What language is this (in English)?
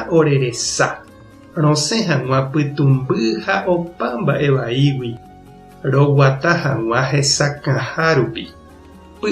Guarani